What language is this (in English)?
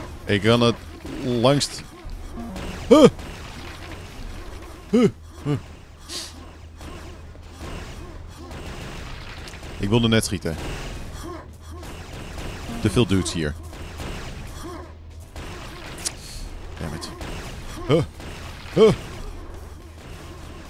Dutch